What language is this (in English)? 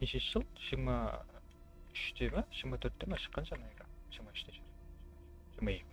Kara-Kalpak